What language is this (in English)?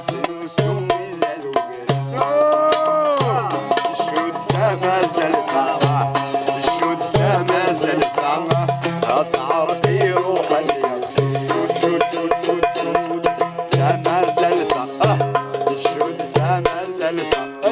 Kabyle